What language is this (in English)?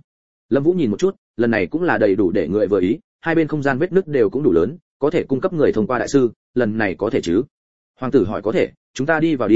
Vietnamese